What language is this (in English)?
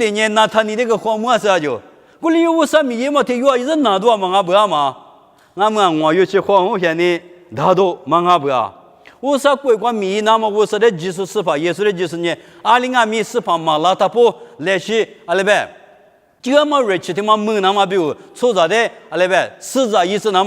Lisu